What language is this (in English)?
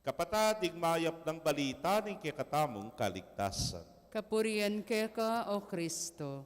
Pampanga